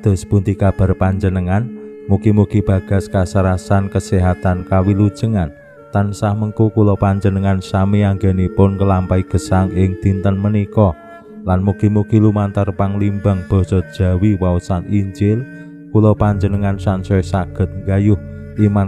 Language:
Javanese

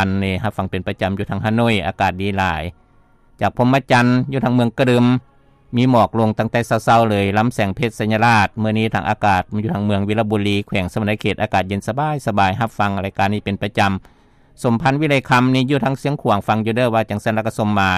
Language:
Lao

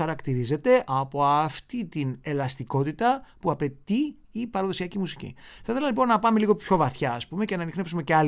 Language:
Greek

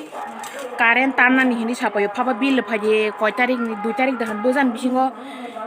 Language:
Kok Borok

